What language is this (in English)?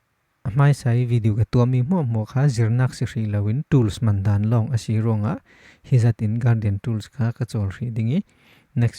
Falam Chin